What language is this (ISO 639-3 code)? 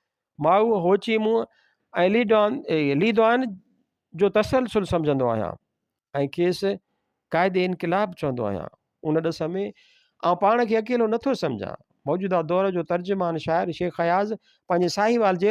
snd